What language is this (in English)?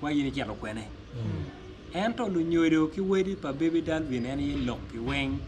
Acoli